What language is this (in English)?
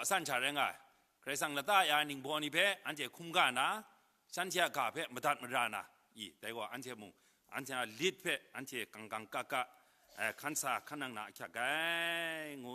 Kachin